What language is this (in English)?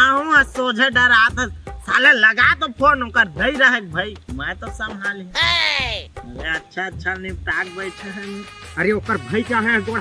Chhattisgarhi